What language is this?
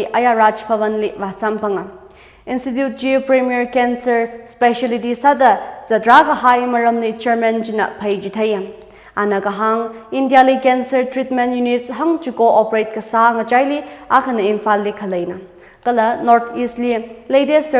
Tangkhul Naga (India)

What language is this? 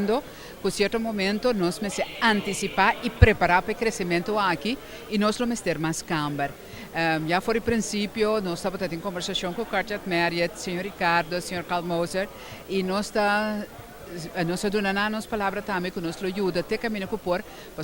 Papiamento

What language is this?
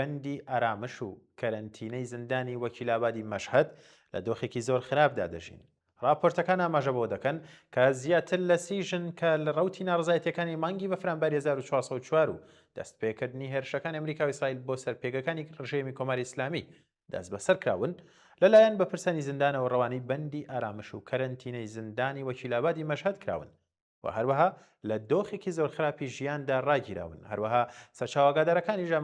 Central Kurdish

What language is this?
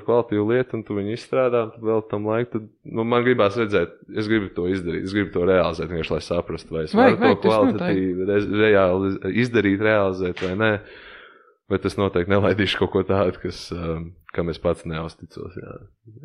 Latvian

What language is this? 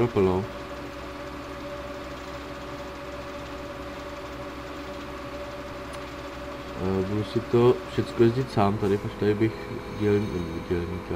Czech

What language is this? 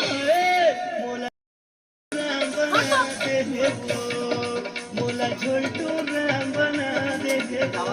Chhattisgarhi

